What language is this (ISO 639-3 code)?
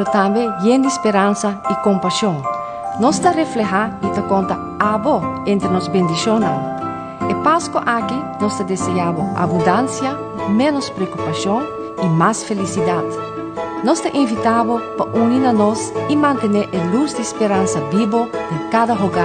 pap